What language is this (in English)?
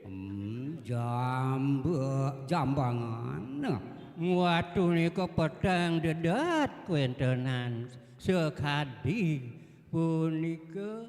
Balinese